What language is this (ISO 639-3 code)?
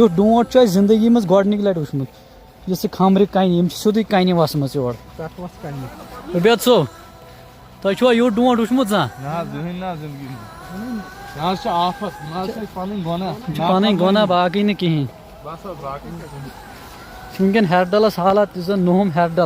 kas